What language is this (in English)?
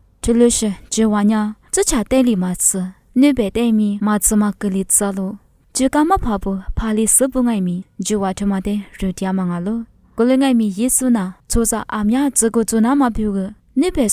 Lisu